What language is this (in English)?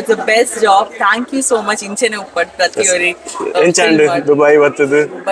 Tulu